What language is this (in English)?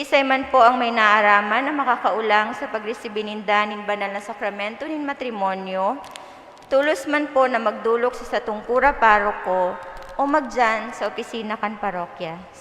Bikol